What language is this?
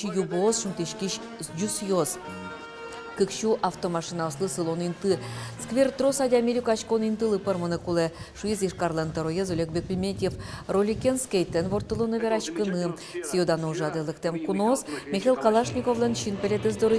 Udmurt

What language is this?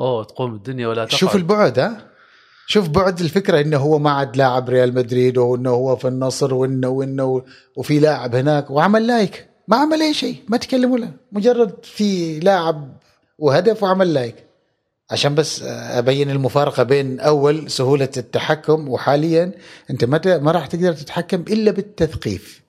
Gulf Arabic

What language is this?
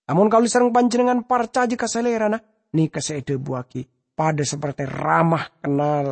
Madurese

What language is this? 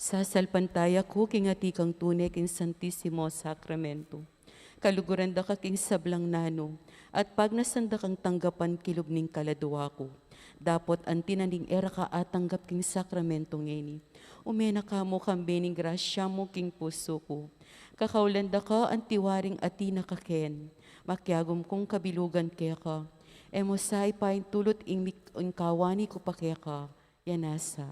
Pampanga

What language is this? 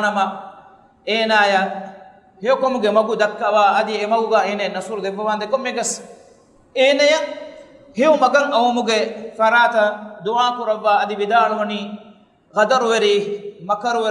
Divehi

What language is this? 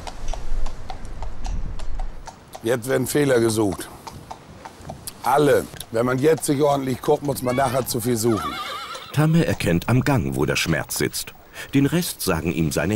German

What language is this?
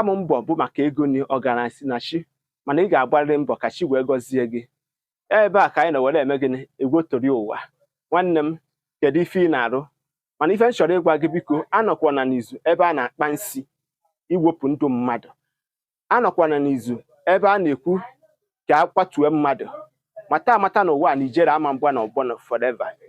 Igbo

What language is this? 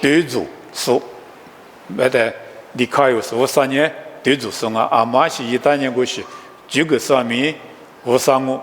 Lisu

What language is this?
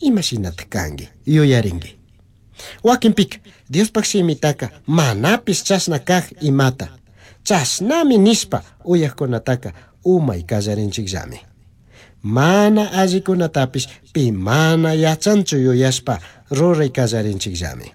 Chimborazo Highland Quichua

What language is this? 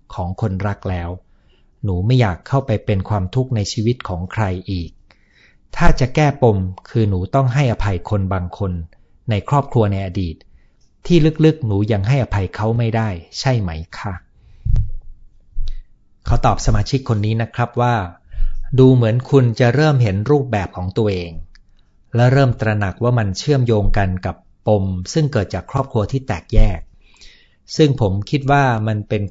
Thai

